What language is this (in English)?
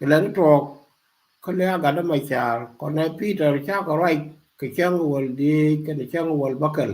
Nuer